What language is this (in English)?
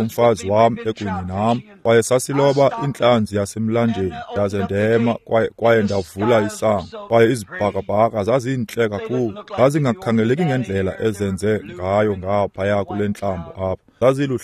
Xhosa